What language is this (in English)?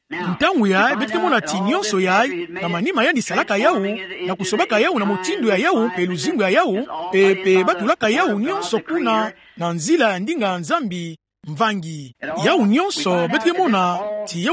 Kituba (Democratic Republic of Congo)